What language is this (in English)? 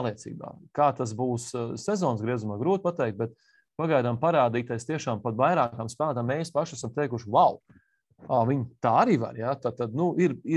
Latvian